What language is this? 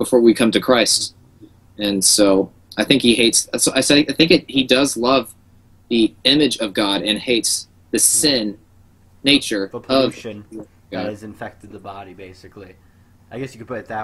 English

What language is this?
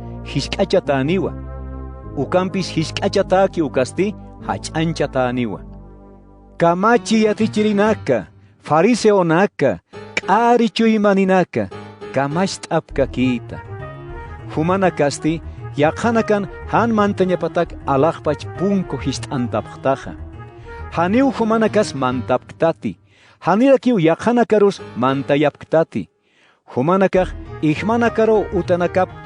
Aymara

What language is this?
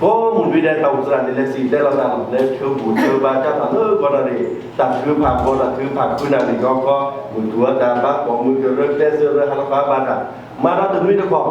S'gaw Karen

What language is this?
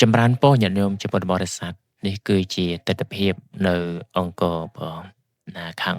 Khmer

